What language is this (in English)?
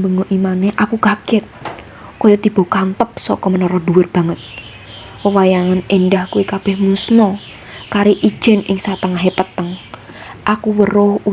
Javanese